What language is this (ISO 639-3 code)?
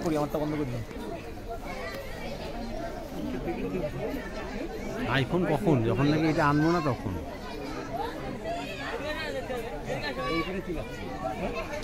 ben